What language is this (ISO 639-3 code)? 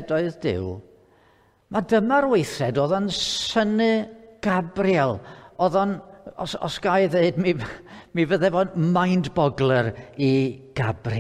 cym